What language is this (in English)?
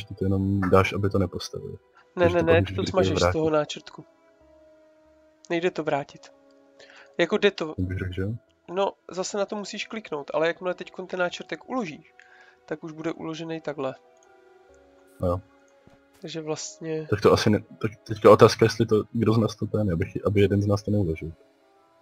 Czech